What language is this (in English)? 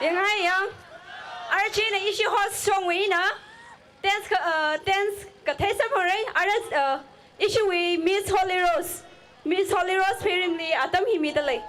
Tangkhul Naga (India)